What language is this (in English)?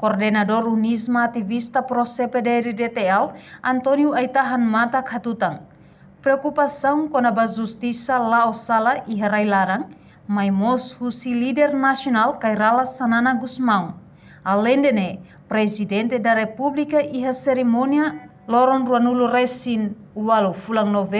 Tetum